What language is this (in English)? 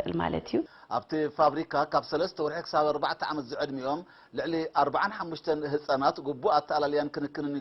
Tigrinya